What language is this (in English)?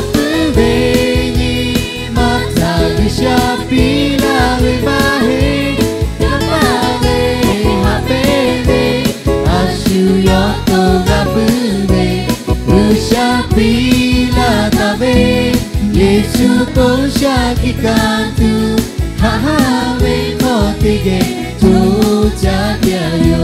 Lahu